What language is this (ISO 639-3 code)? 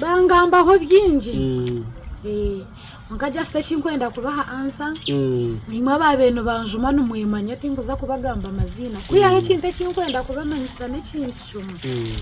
nyn